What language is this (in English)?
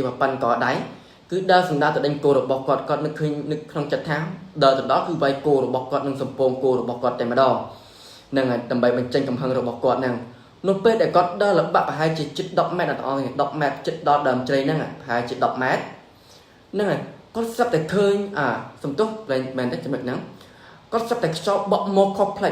Khmer